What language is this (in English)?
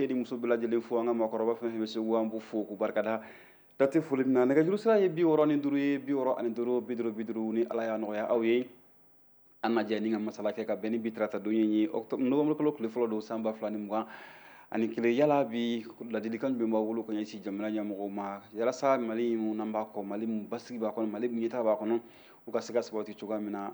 Bambara